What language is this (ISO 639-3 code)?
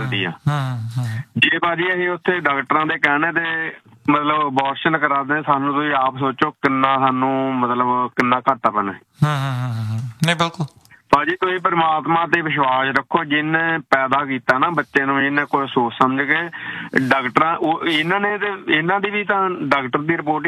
pan